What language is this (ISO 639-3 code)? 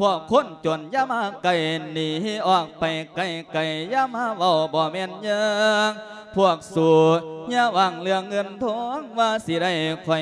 lao